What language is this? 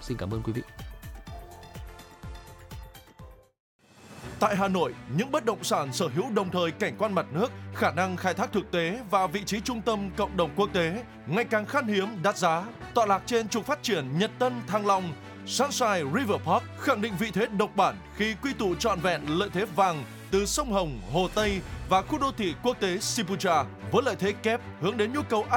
Vietnamese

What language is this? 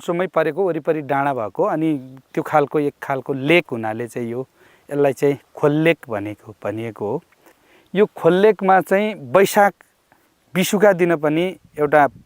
Nepali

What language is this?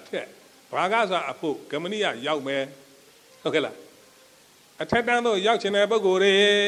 Burmese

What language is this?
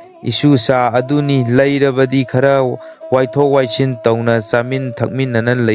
Manipuri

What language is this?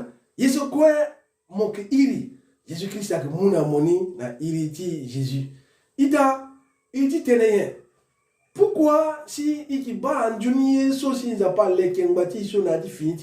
Sango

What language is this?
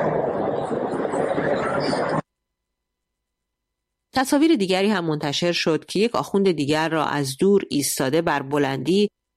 Persian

